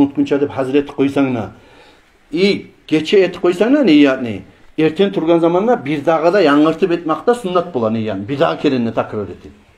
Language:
Kumyk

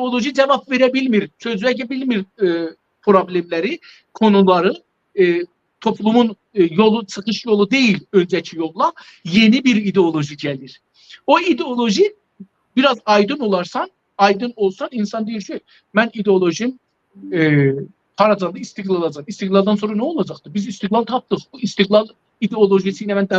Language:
South Azerbaijani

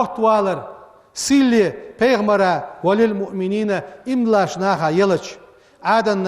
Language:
Ingush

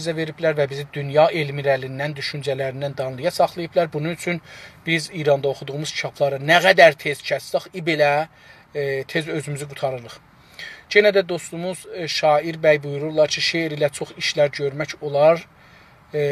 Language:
South Azerbaijani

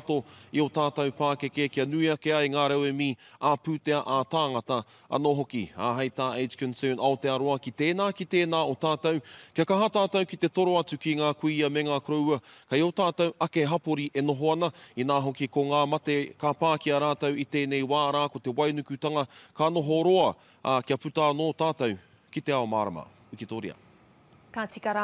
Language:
Māori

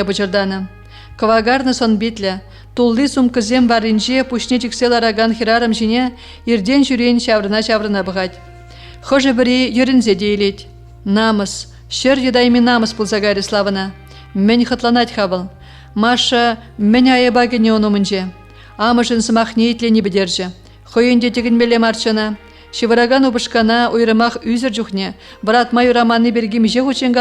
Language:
Chuvash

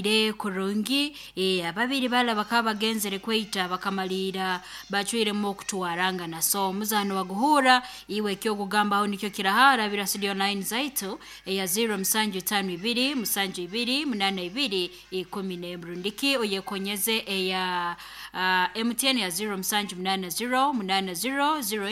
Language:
Nyoro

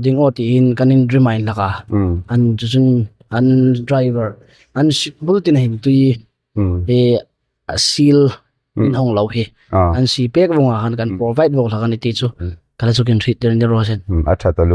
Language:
Hmar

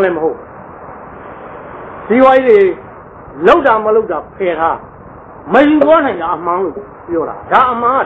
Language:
Burmese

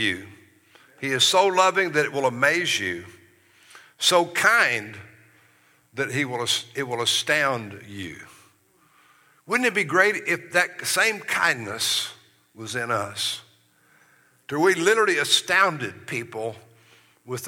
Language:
English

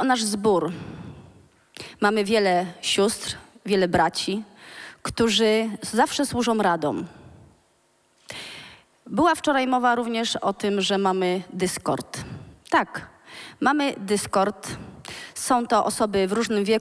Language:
Polish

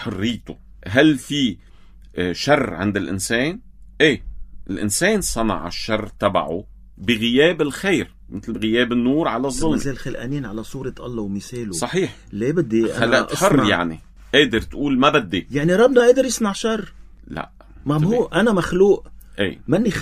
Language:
North Levantine Arabic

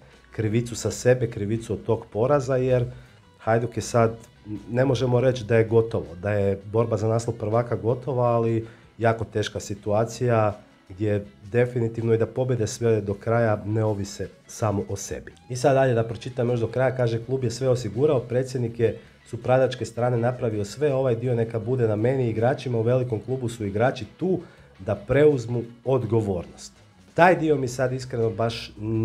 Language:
Croatian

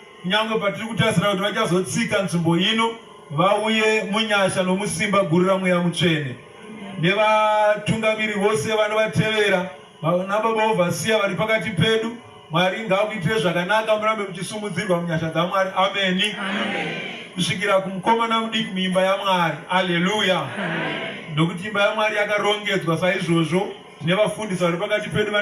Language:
Shona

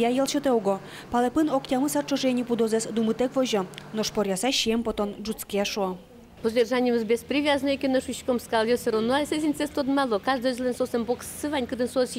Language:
Udmurt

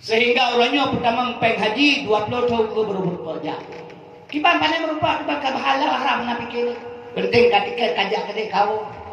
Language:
Achinese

